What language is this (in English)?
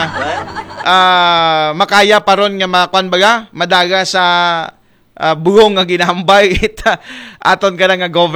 Aklanon